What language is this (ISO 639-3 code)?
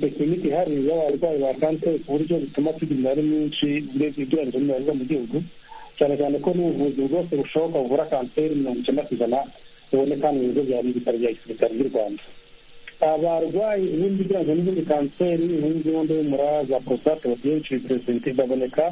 kin